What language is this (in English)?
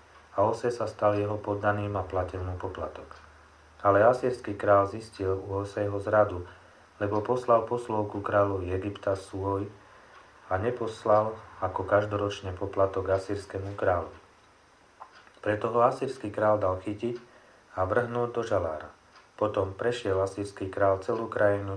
Slovak